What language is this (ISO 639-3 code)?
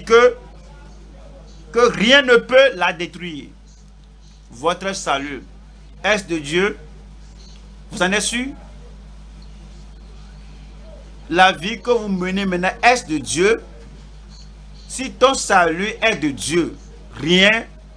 fra